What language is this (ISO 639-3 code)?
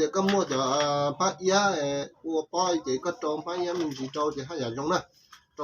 hmn